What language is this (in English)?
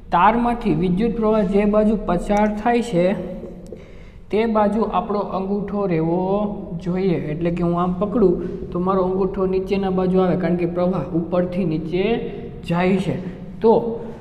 Gujarati